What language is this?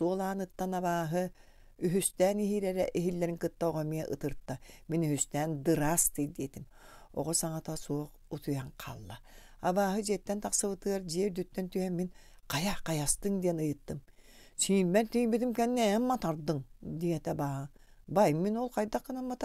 Yakut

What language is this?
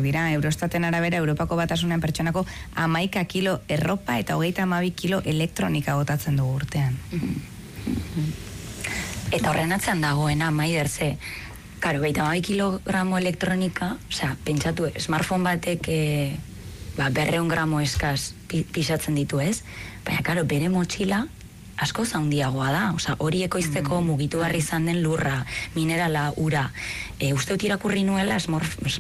Basque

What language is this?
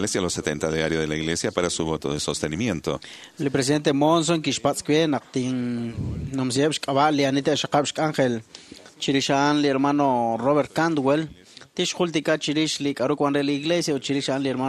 Kekchí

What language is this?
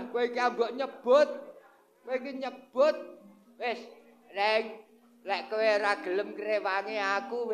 Javanese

